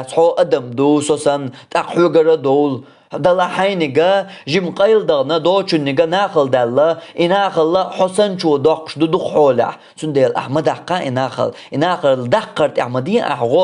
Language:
Chechen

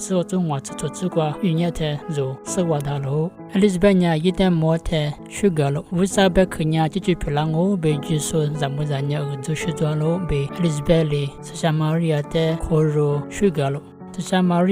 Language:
Lisu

